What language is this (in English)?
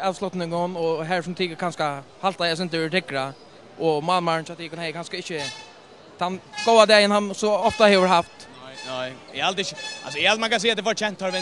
Faroese